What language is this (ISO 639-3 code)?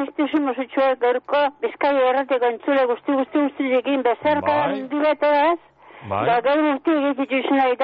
eus